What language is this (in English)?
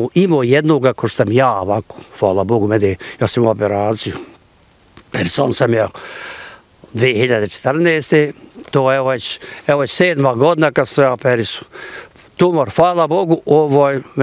Bosnian